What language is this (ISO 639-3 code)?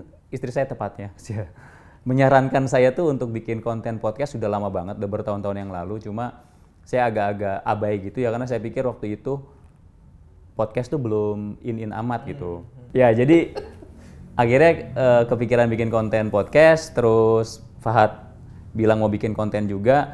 ind